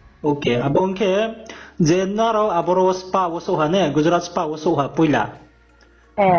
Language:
Riang (India)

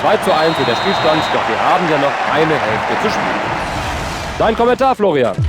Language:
Bavarian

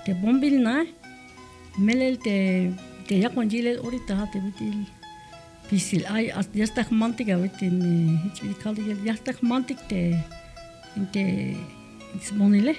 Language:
Tzeltal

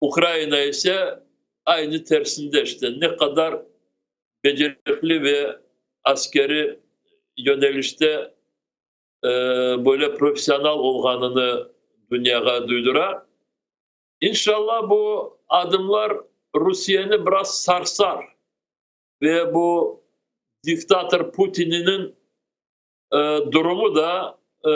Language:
Crimean Tatar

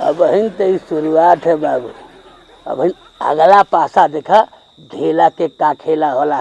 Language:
Bhojpuri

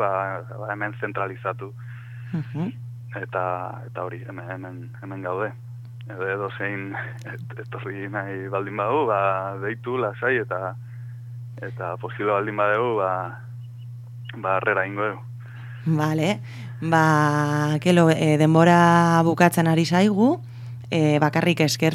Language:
Basque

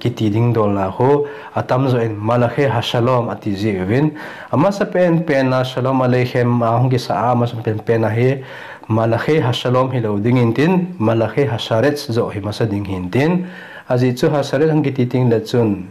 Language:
Thado Chin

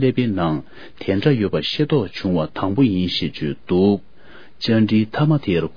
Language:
Tibetan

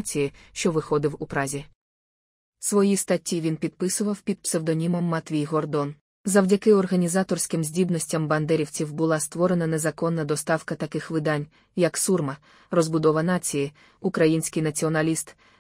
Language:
Ukrainian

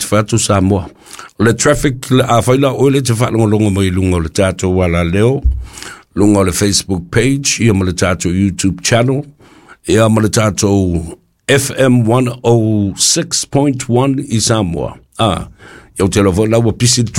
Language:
Samoan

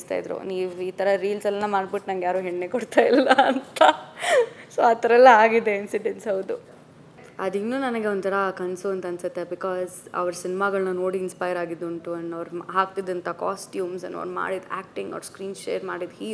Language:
Kannada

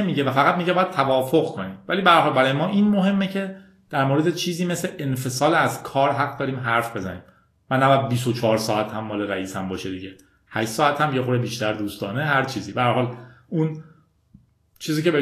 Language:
Persian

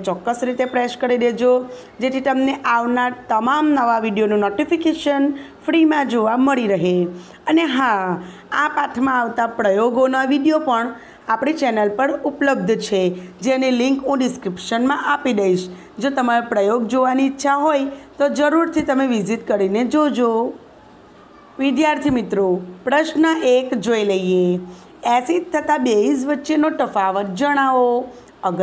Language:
Gujarati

